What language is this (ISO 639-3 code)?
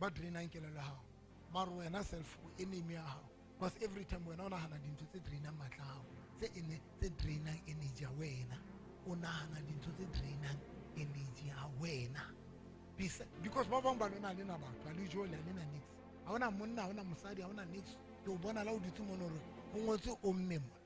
sot